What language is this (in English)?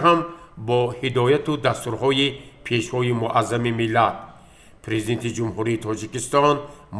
Tajik